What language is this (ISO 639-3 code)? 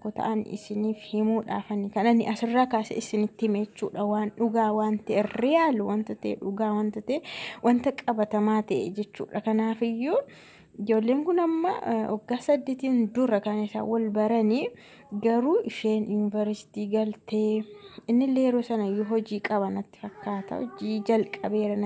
orm